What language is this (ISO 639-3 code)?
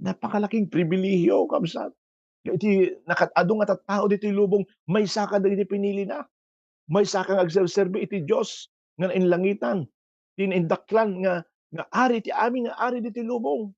ilo